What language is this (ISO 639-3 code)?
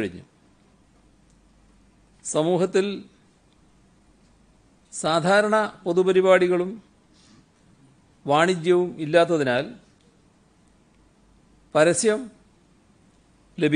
mal